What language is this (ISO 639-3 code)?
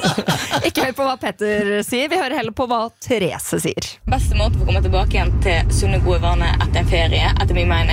nor